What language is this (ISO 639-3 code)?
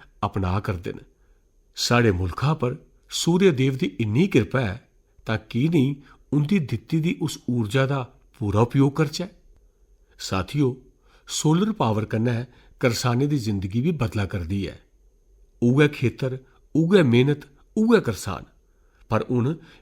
doi